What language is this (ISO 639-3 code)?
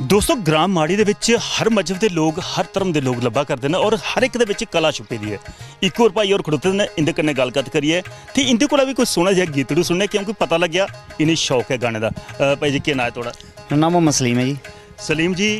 doi